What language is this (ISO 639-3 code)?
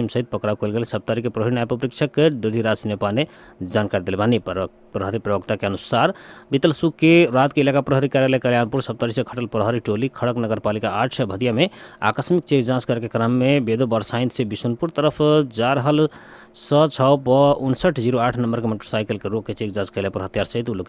bho